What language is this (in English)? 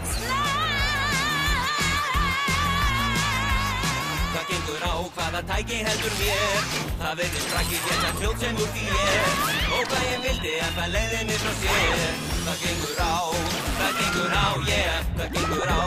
Icelandic